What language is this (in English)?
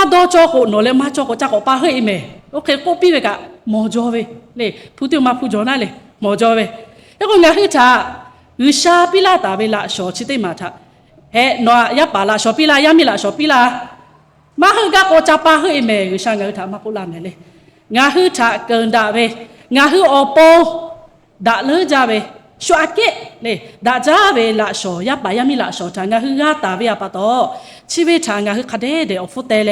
Lahu